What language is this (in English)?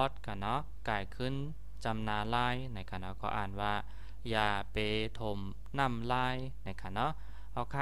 Shan